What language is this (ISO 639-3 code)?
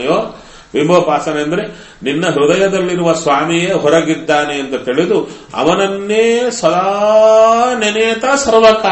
kan